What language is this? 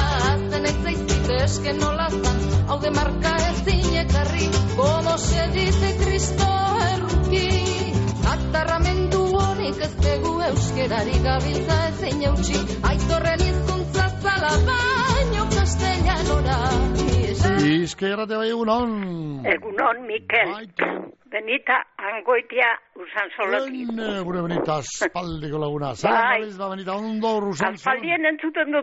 Basque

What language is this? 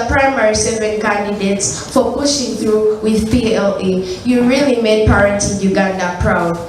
Nyankole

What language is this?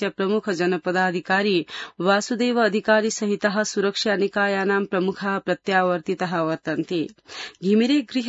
Sanskrit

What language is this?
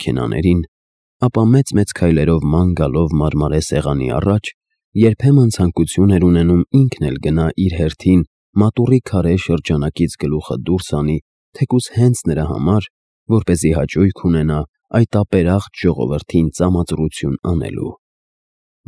Armenian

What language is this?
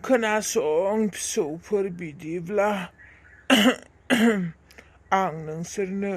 Bodo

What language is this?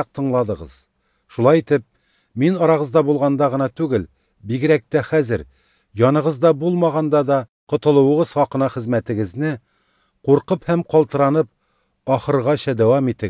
Tatar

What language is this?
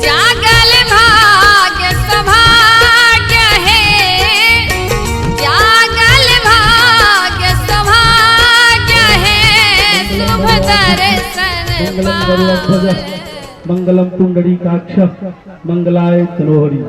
Maithili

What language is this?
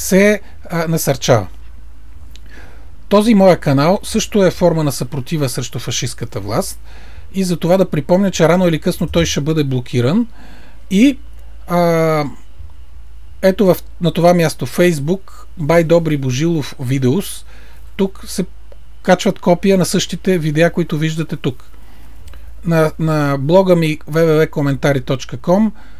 Bulgarian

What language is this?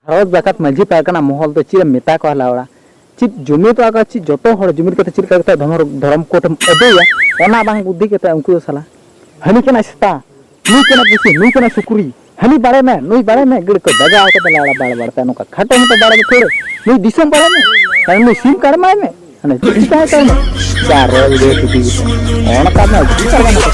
Santali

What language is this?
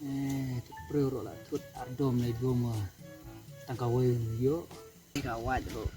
Khasi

